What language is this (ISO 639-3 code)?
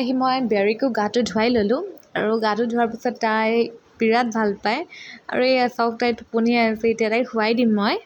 asm